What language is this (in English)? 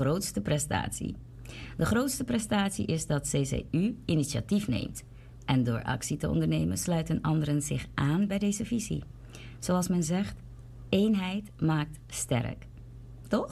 Dutch